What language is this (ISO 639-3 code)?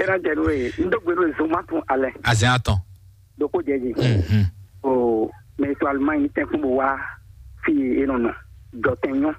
fon